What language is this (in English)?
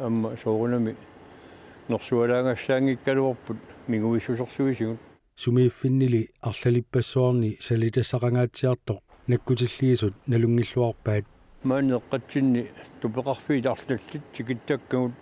Kalaallisut